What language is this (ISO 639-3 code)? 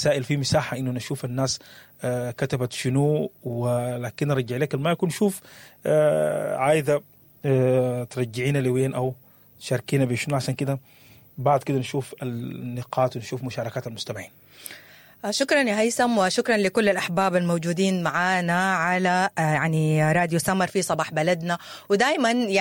apd